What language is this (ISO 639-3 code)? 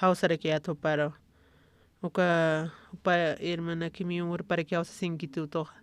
aym